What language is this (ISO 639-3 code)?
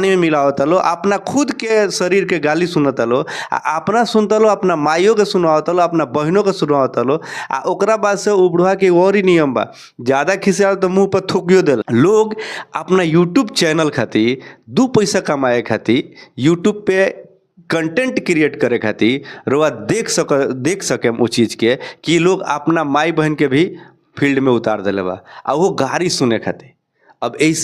bho